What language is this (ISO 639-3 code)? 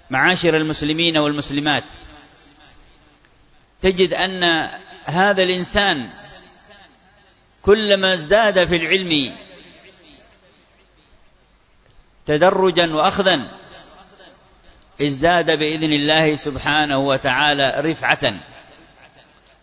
ara